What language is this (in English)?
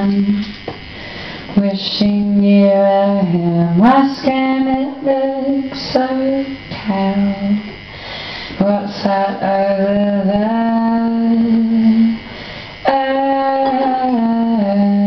English